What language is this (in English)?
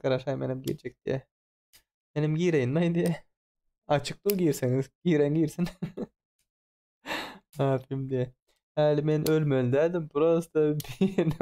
Turkmen